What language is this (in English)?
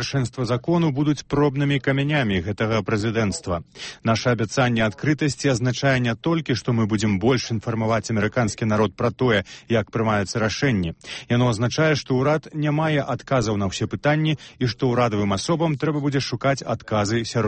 Belarusian